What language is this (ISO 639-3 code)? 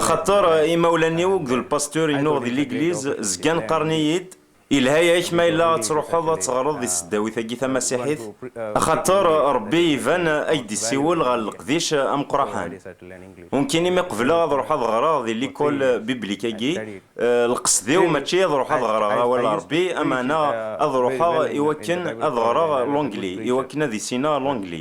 kab